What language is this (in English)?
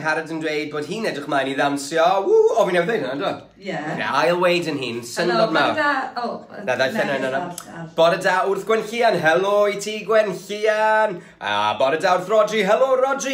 Welsh